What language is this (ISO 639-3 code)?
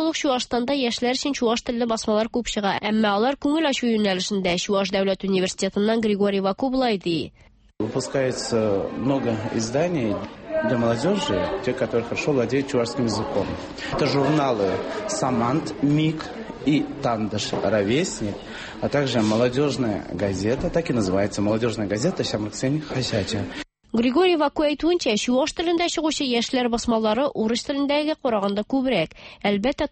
tat